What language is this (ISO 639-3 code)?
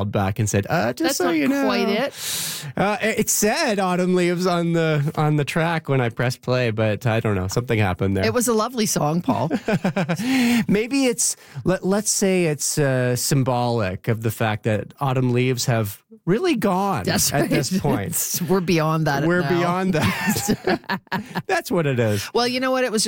eng